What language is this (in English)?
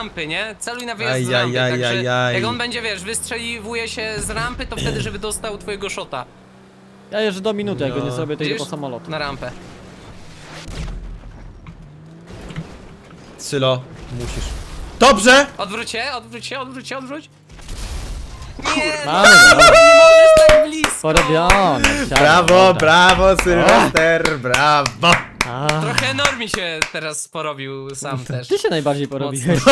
Polish